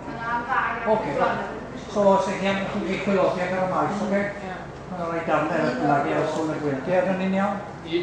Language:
Welsh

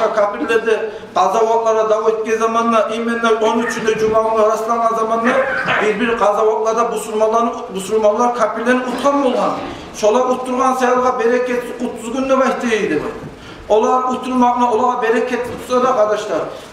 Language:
Kumyk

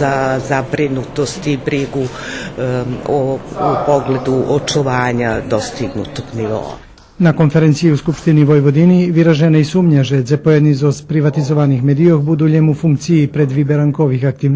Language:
Rusyn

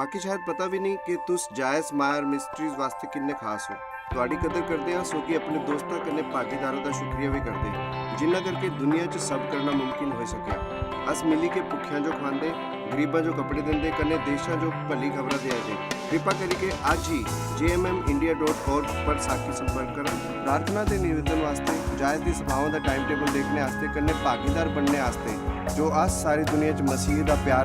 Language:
Dogri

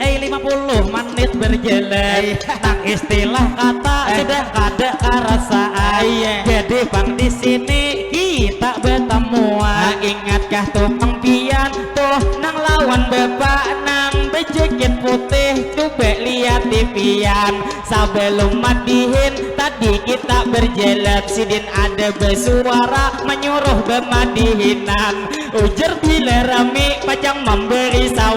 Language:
Banjar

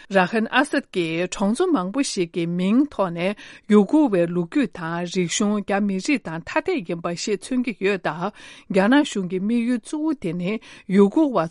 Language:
Tibetan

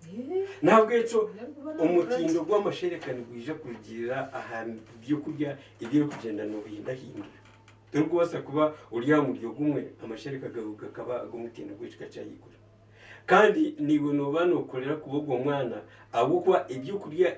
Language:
Nyankole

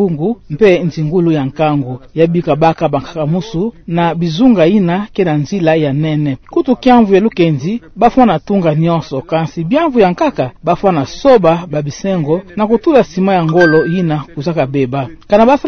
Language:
Kituba (Democratic Republic of Congo)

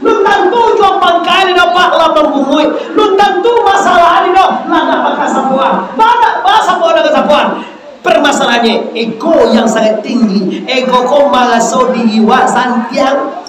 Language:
Minangkabau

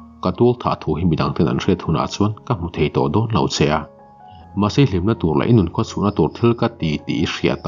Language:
Mizo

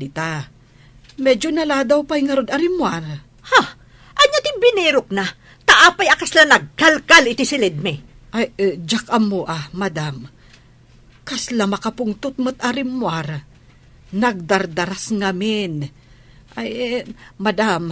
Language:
Iloko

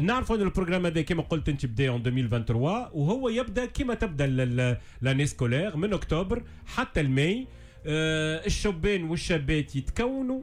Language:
Tunisian Arabic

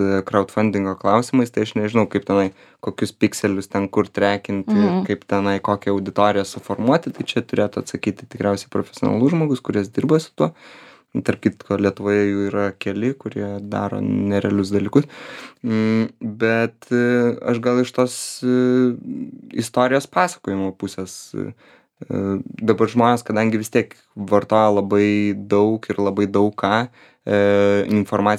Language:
Lithuanian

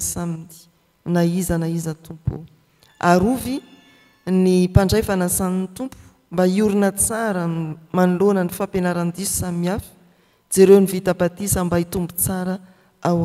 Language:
Malagasy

